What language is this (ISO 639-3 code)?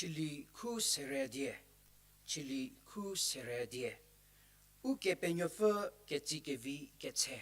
njm